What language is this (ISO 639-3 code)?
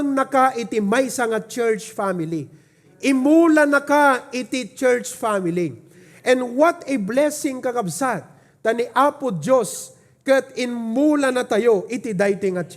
ilo